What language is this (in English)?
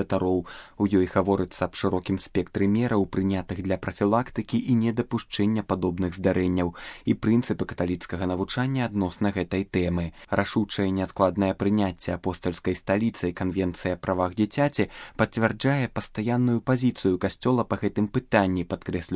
Belarusian